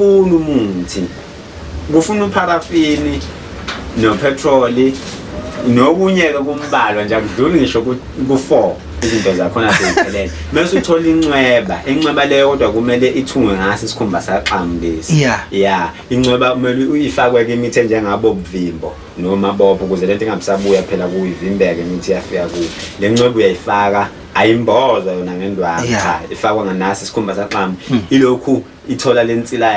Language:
Zulu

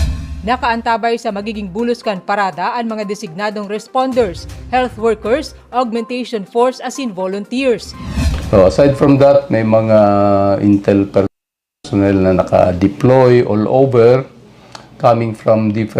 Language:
Bikol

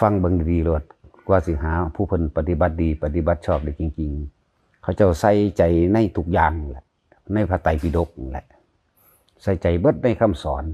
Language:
Northeastern Thai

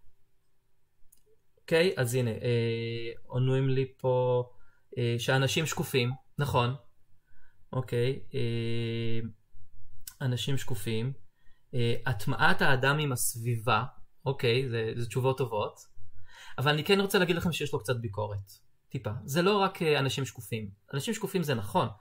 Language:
Hebrew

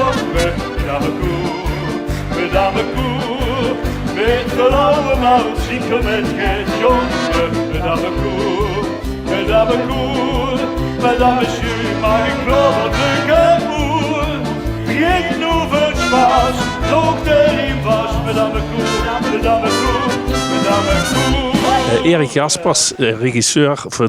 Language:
Limburgish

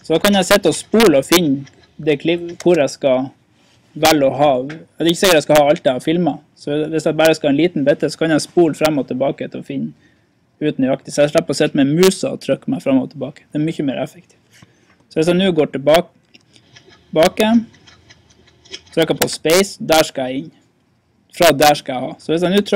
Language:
Norwegian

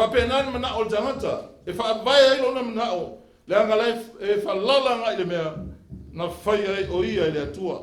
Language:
Samoan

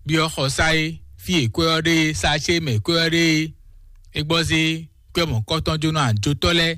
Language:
Fon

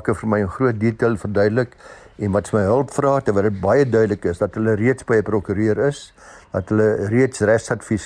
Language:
Afrikaans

